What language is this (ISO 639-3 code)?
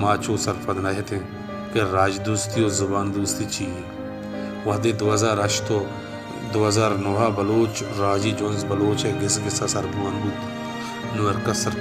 bal